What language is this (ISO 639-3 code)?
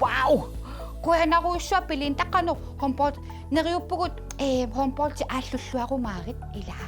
kal